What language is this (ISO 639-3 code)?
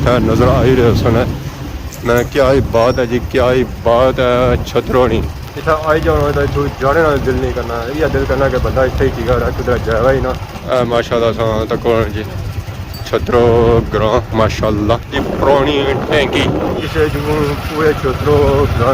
phr